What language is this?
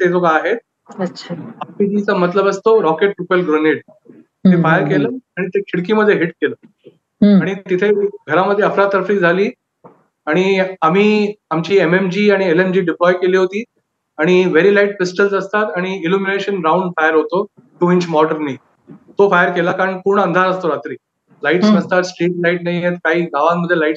Marathi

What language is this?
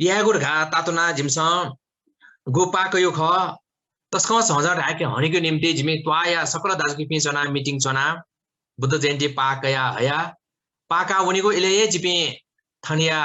Newari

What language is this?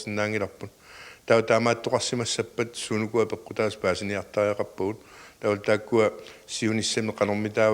Kalaallisut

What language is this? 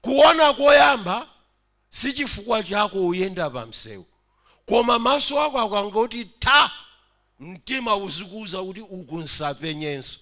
Nyanja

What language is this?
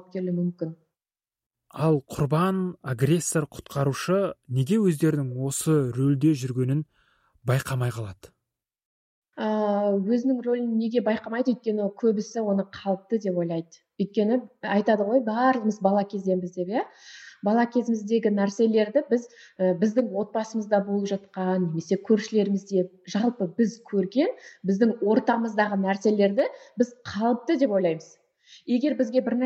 Kazakh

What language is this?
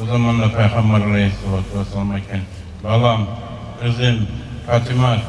Kumyk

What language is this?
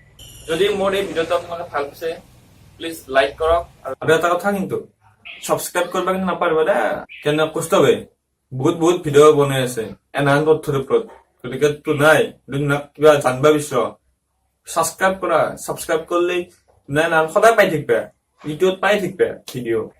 Assamese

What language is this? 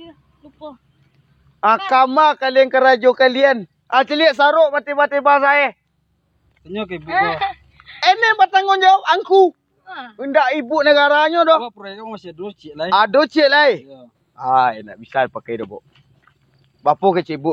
Minangkabau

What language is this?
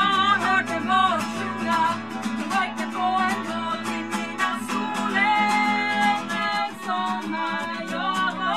Swedish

